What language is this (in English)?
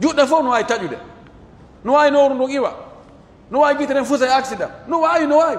Pular